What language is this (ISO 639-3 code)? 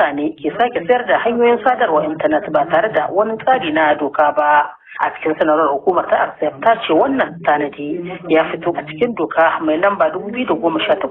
hau